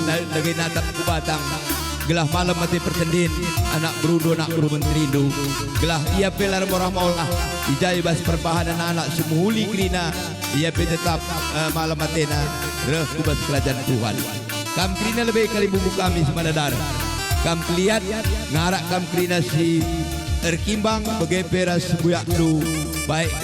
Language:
Batak Karo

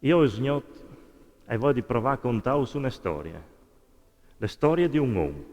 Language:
Friulian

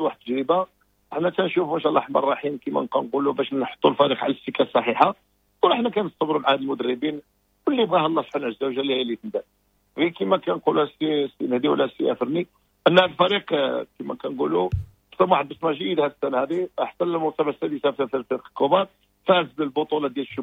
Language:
Moroccan Arabic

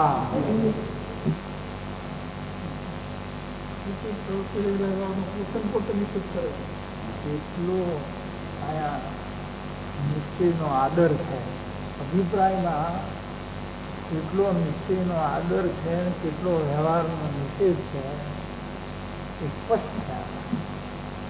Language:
Gujarati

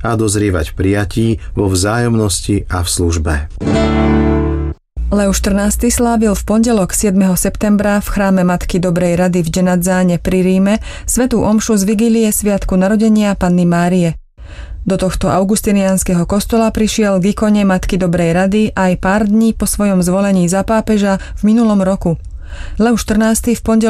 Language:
Slovak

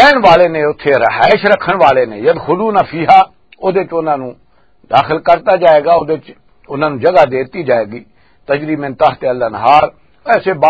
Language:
Western Panjabi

